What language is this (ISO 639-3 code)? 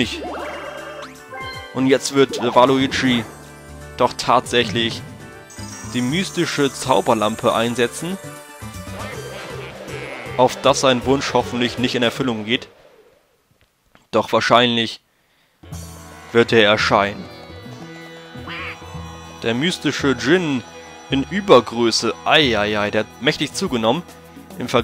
deu